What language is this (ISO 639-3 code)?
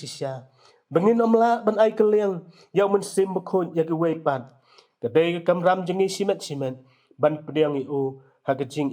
kha